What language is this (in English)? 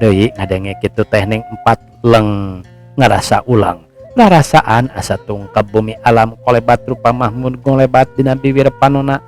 Sundanese